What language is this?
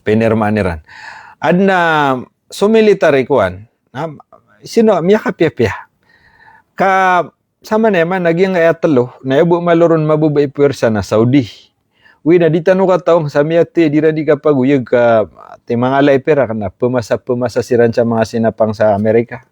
Maranao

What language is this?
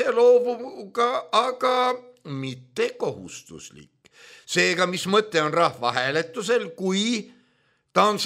Estonian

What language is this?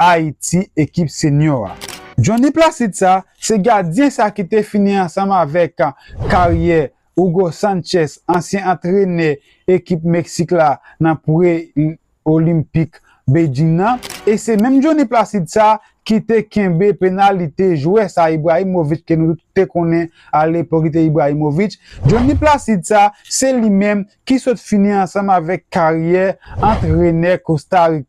Haitian Creole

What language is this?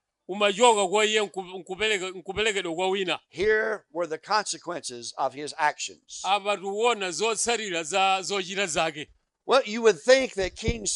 Nyanja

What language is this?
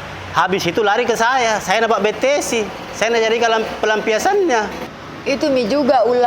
Makassar Malay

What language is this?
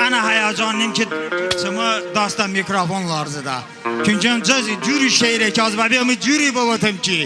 Talysh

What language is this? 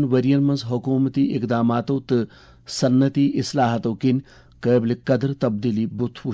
Kashmiri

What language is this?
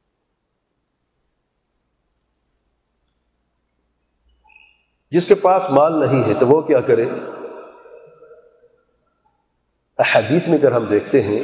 Urdu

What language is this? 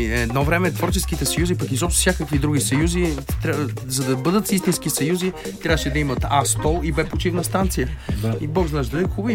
Bulgarian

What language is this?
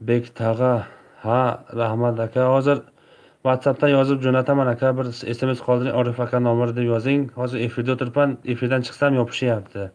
Tajik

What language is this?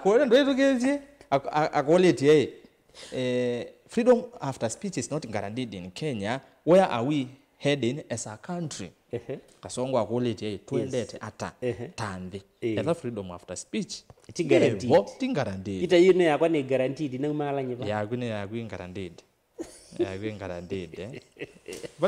Kamba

